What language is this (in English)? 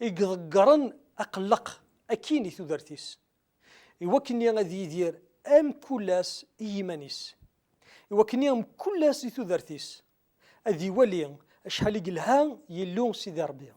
Kabyle